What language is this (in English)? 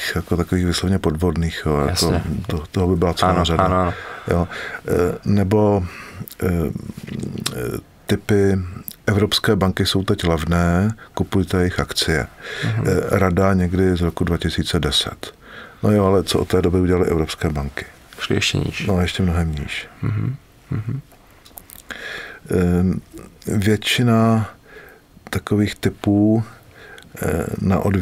Czech